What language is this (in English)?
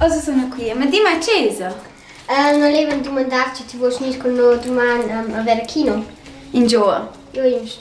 Romansh